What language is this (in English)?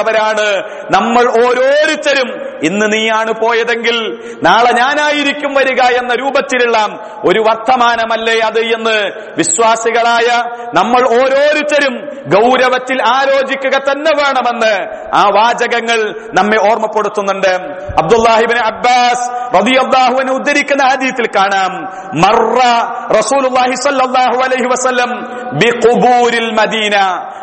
Malayalam